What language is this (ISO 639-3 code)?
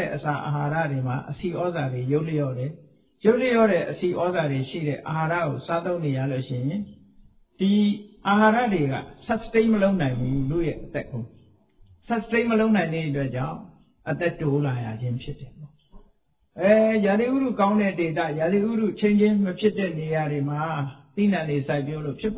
mya